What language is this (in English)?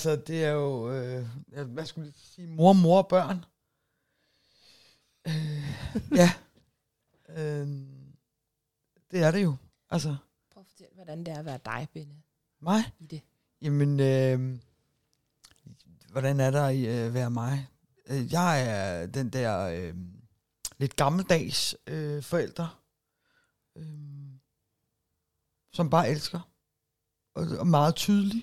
Danish